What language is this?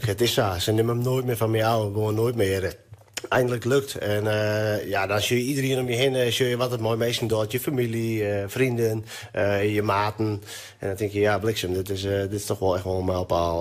Western Frisian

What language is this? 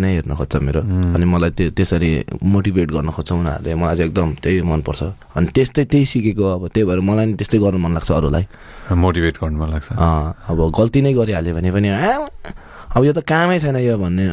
Nepali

